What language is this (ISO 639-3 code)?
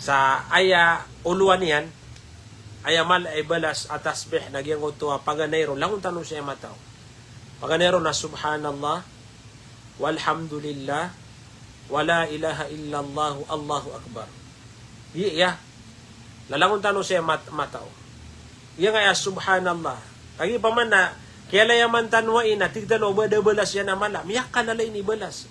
mrw